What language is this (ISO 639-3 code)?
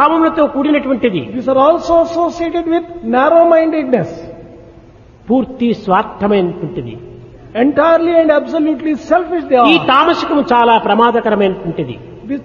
tel